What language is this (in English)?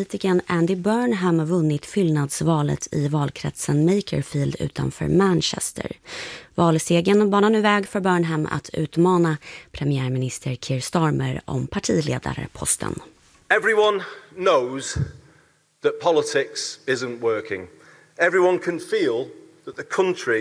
Swedish